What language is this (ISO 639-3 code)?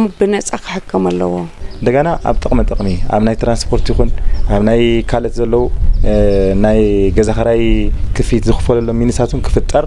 tir